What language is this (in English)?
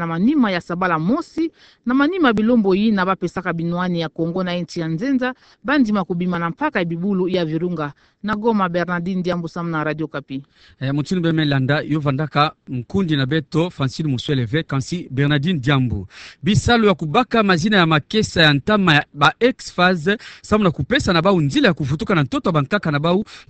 Kituba (Democratic Republic of Congo)